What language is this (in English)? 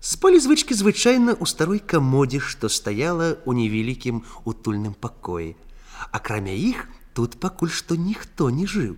Belarusian